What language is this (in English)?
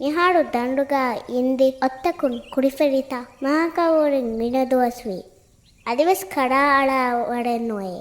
Divehi